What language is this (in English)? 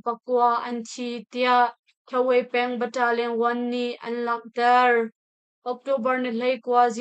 Hakha Chin